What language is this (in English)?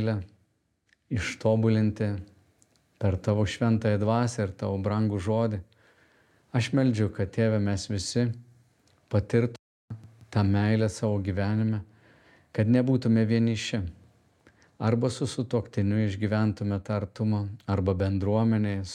Lithuanian